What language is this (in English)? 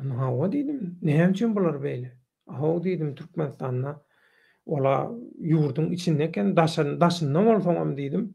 Turkmen